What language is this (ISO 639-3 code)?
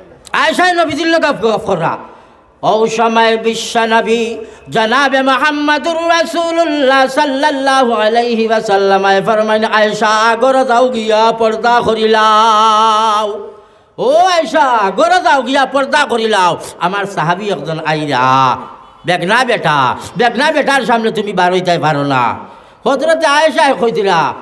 syl